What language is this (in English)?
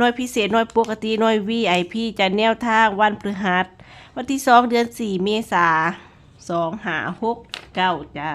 Northeastern Thai